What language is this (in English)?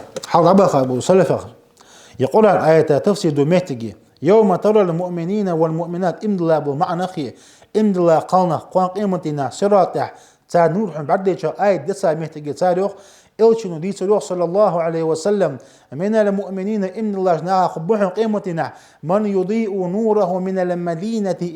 Ingush